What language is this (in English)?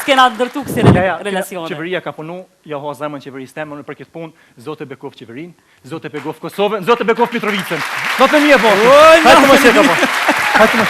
Albanian